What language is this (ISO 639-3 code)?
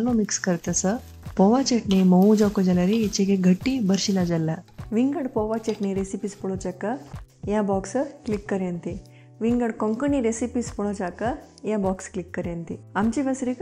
kok